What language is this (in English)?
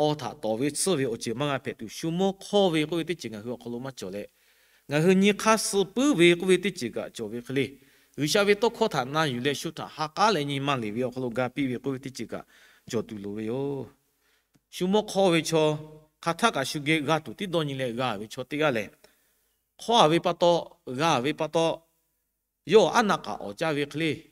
Lahu